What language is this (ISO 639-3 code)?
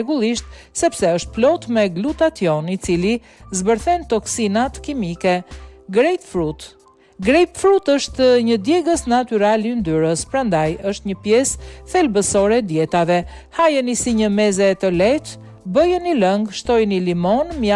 sqi